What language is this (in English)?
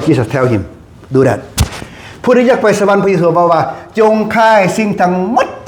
Lao